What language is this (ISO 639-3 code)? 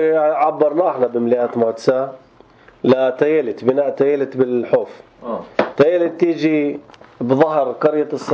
apc